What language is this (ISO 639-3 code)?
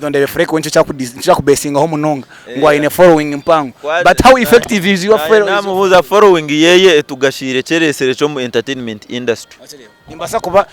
nyn